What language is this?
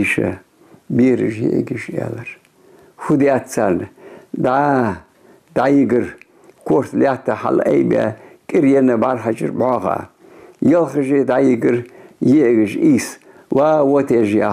Ingush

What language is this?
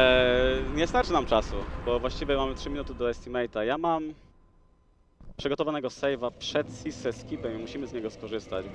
Polish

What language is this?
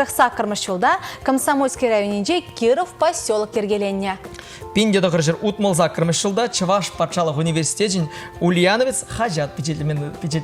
Chuvash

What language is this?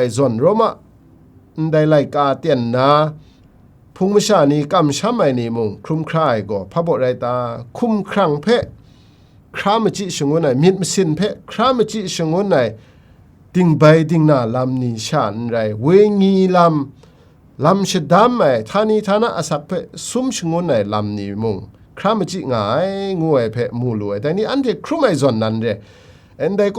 Kachin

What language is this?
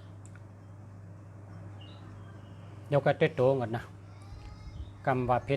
Shan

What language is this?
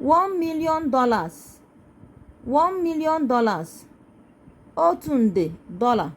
Igbo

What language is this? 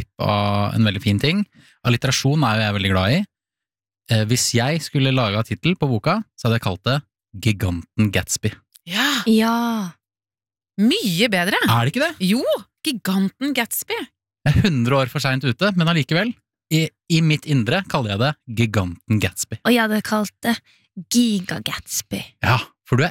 Norwegian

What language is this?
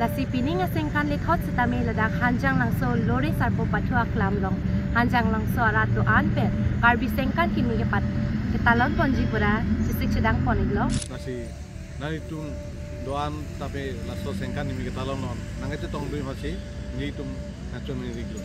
Karbi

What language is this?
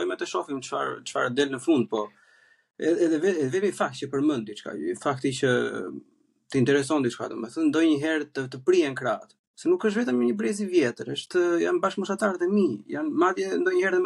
Albanian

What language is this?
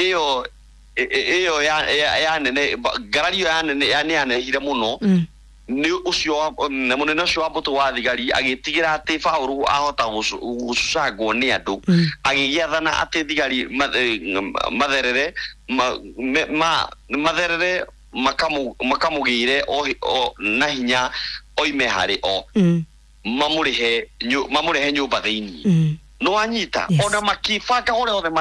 Kikuyu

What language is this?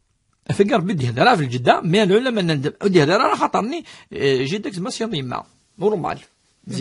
Kabyle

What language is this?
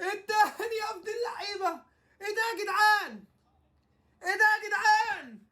Egyptian Arabic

